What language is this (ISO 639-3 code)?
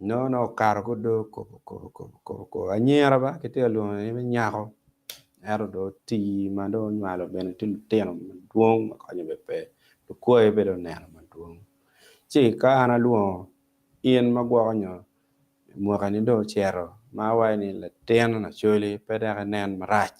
ach